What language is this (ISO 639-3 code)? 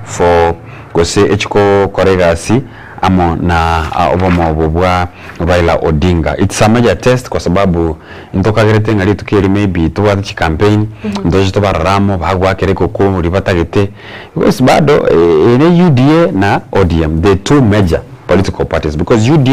guz